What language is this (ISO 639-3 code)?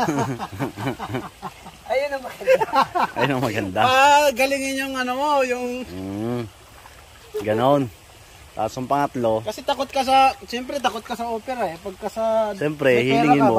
fil